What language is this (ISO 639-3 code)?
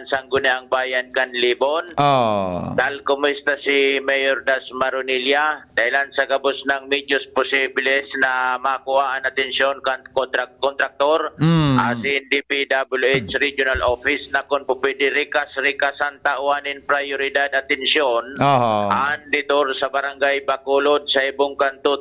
bik